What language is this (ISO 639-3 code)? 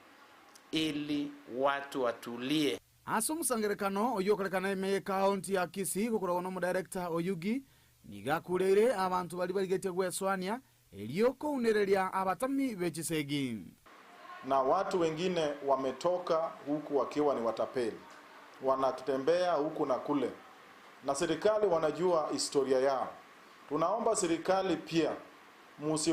guz